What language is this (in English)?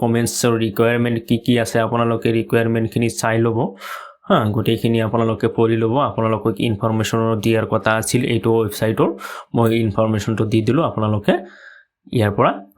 Assamese